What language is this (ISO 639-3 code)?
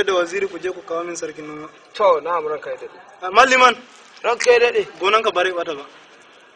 hau